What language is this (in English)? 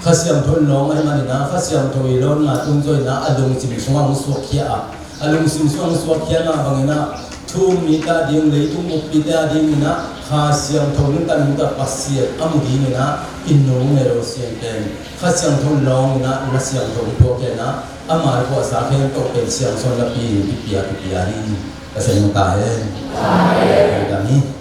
Tedim Chin